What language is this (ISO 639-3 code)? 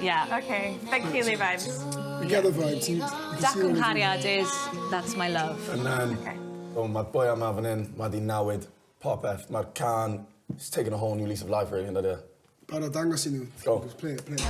cym